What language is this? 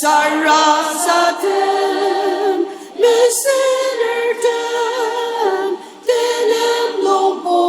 Ao Naga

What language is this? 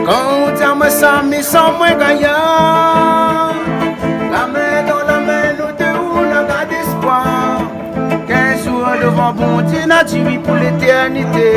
Réunion Creole French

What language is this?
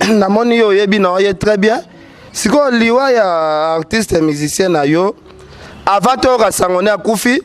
Lingala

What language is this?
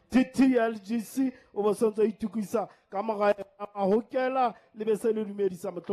Southern Sotho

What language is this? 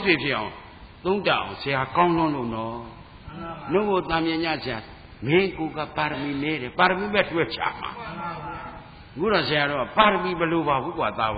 Burmese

